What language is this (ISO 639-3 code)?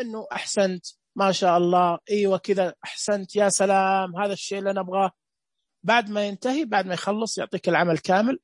ars